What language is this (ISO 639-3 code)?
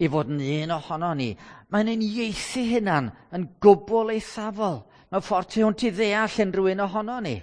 cym